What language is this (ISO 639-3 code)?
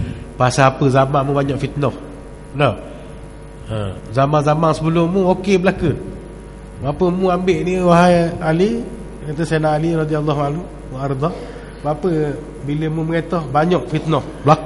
msa